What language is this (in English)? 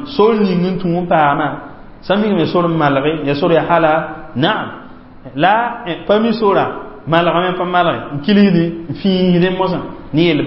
Mossi